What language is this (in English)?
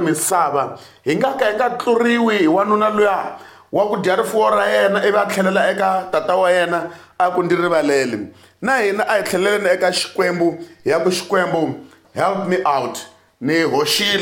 Tsonga